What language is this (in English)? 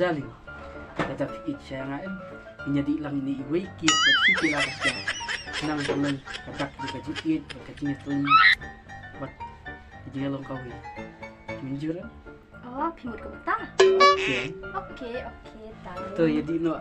Khasi